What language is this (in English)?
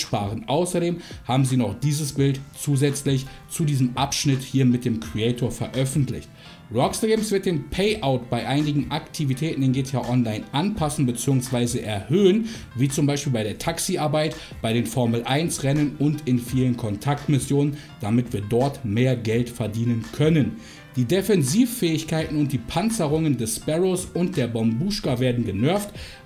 German